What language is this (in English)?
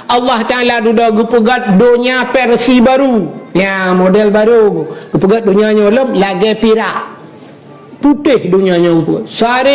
Achinese